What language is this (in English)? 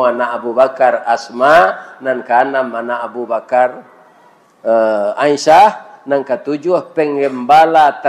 Minangkabau